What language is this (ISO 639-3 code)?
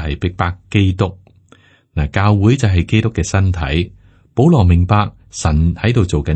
yue